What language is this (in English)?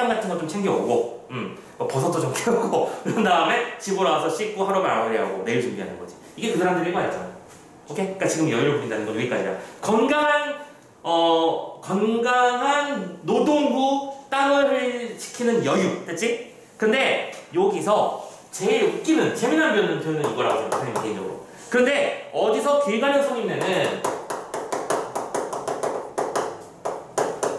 Korean